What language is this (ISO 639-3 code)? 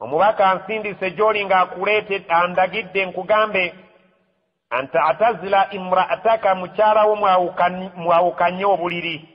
lug